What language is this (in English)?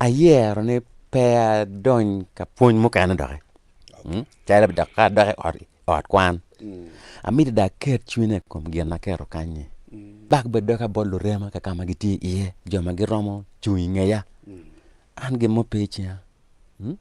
Acoli